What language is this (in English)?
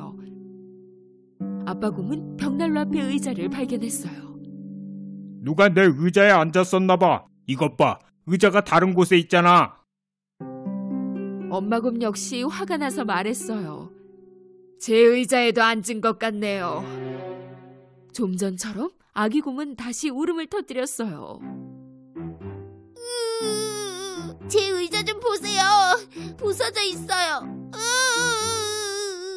Korean